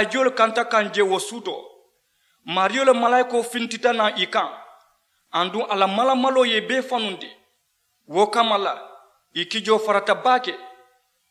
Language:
Mandingo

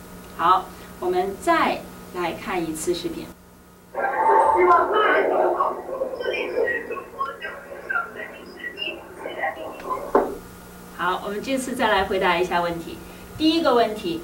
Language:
Chinese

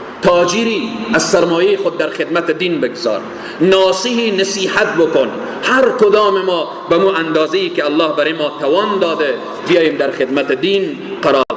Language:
Persian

